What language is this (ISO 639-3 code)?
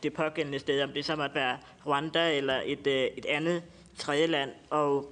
dan